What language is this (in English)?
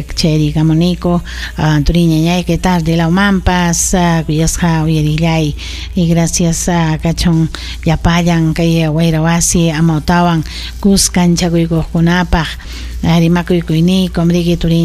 Ayacucho Quechua